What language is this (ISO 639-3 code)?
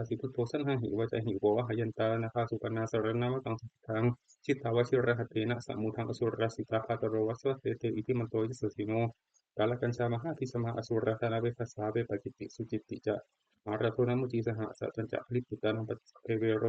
pli